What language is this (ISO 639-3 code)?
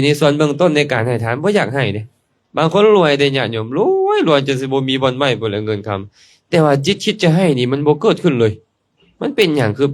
lao